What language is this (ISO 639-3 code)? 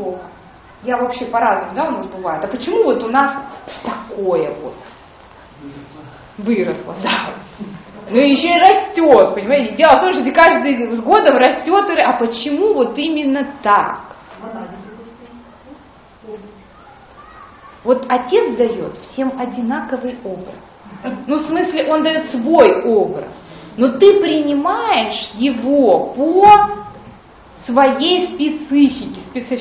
rus